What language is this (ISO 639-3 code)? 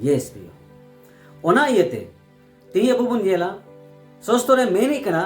sat